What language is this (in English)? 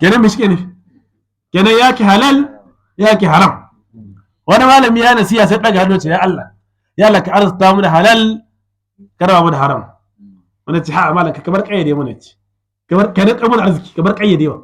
Hausa